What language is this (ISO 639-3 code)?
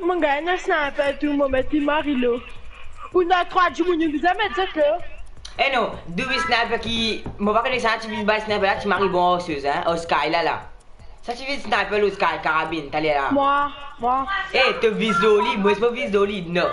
mfe